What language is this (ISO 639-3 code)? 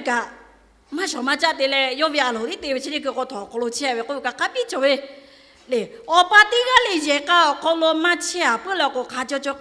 lhu